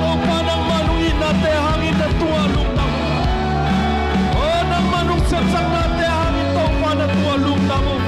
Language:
Tedim Chin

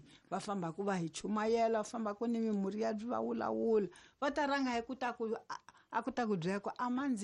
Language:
Tsonga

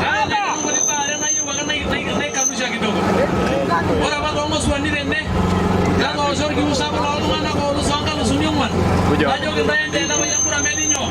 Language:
Masai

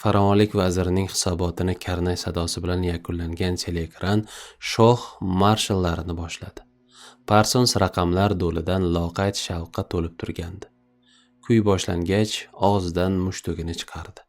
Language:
Uzbek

